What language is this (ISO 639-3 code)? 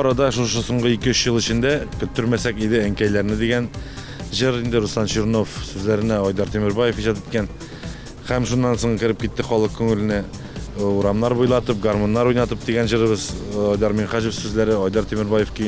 tat